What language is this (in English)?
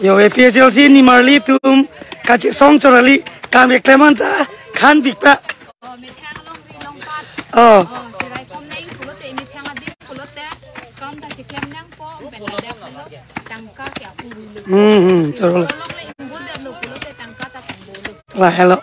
Karbi